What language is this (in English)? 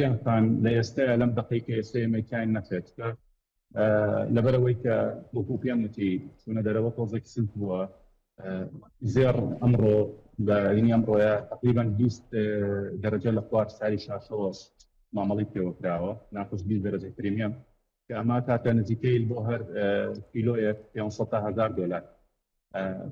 Central Kurdish